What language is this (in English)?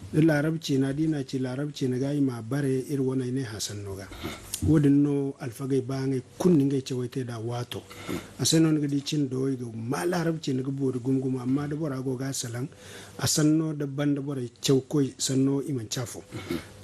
Zarma